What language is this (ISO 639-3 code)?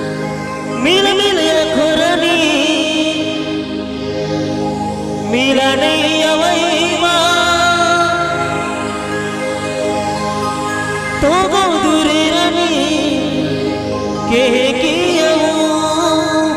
bho